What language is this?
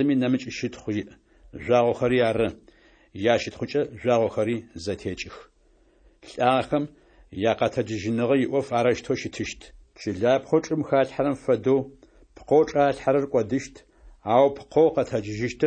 Adyghe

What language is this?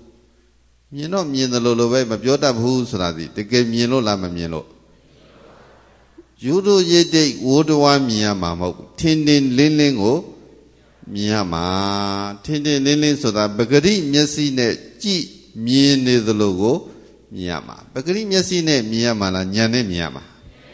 Burmese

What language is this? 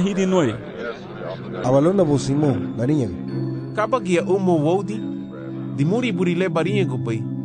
Garifuna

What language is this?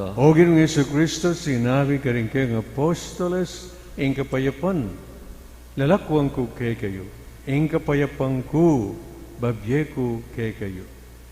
Pampanga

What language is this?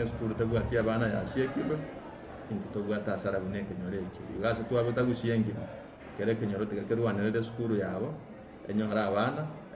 Gusii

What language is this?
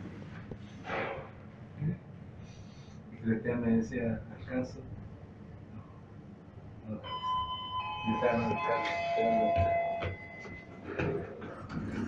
Spanish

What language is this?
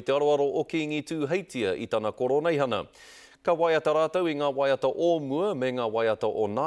Māori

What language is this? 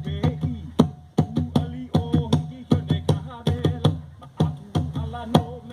Hawaiian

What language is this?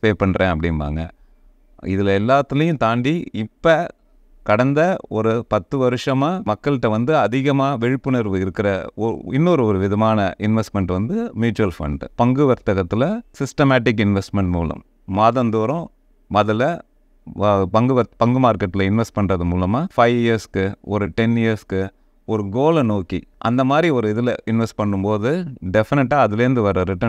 Tamil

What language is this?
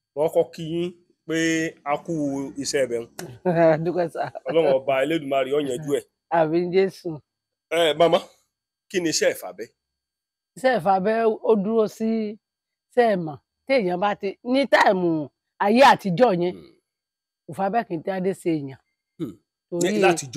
Yoruba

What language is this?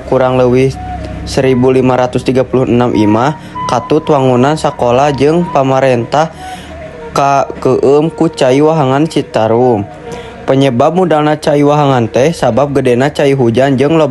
Sundanese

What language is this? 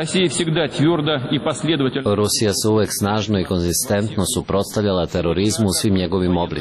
Serbian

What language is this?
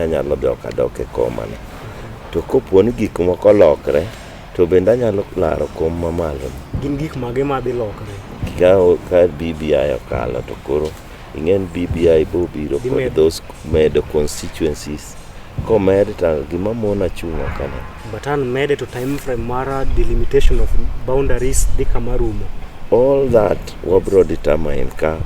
Luo (Kenya and Tanzania)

